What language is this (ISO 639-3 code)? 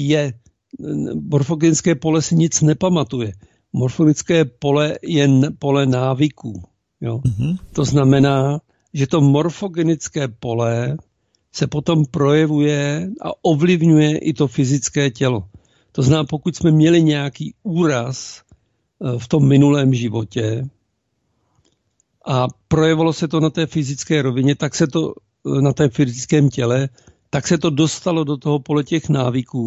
ces